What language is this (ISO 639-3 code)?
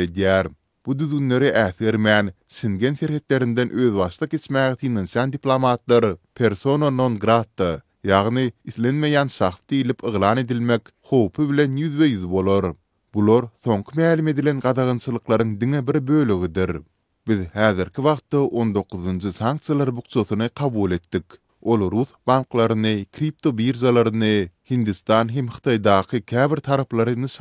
tuk